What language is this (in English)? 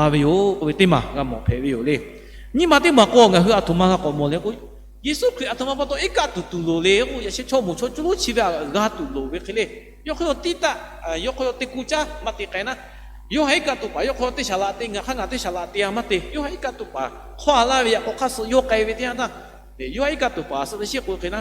Lahu